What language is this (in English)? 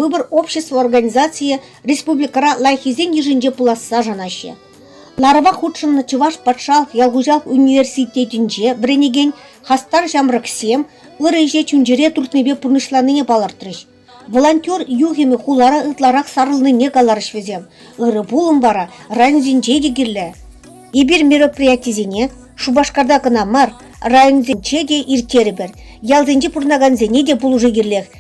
Chuvash